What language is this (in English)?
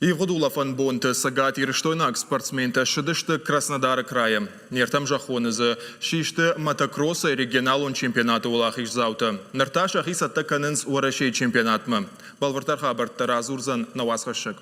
Ossetic